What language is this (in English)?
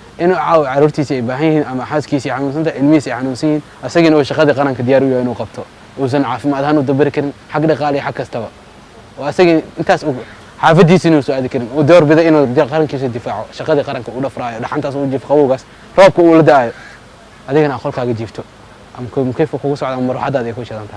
Somali